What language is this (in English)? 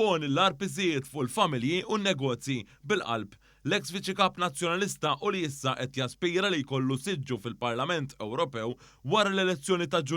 Maltese